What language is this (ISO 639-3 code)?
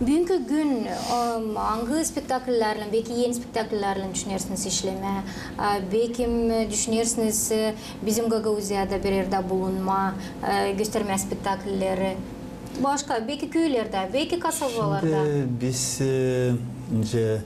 gag